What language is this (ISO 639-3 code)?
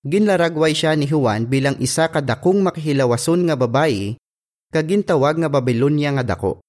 hil